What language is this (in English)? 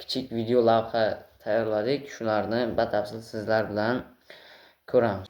Uzbek